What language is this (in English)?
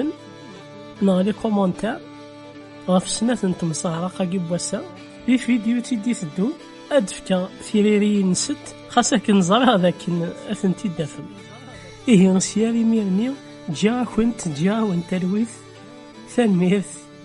Kabyle